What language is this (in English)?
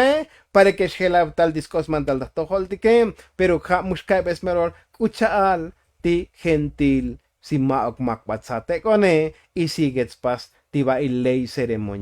Tzotzil